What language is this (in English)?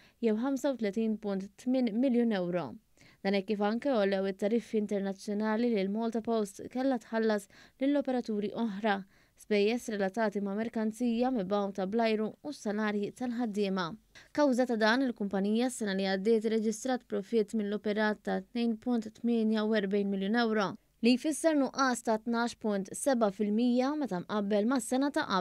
Maltese